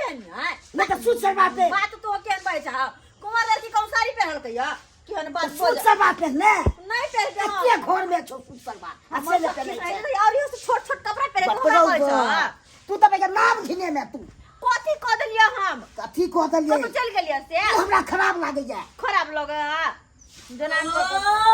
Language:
Maithili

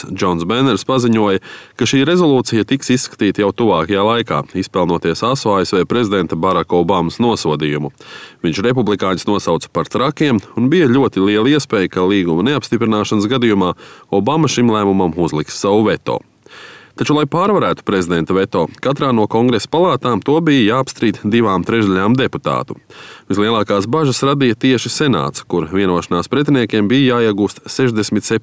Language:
Latvian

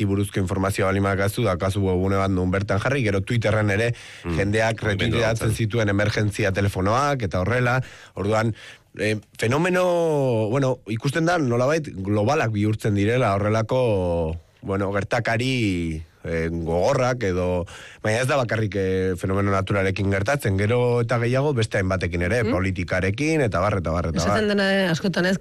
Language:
Basque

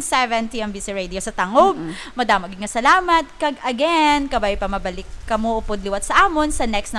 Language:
Hiligaynon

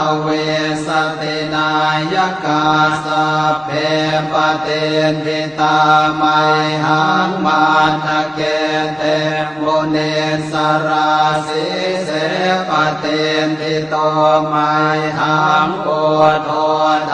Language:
Pali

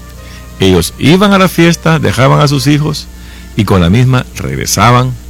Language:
Spanish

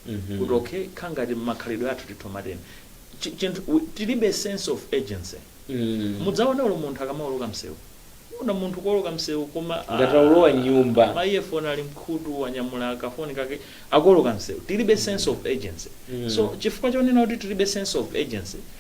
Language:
Nyanja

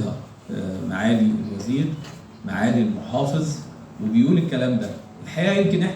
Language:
Egyptian Arabic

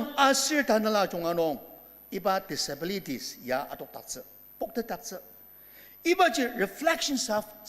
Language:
Ao Naga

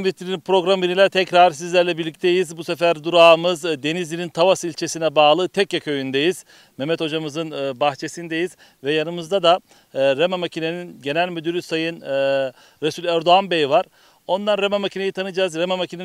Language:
Turkish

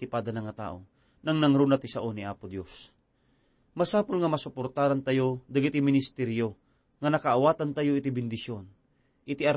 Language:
Iloko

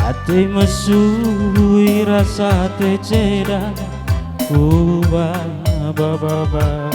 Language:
Batak Karo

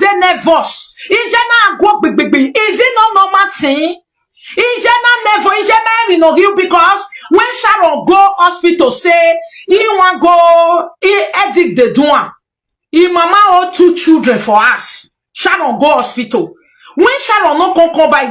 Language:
Nigerian Pidgin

